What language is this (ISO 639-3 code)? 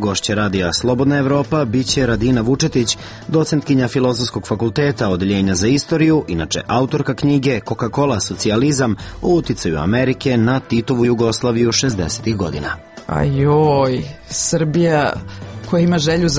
srp